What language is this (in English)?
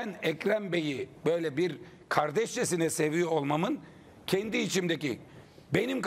Turkish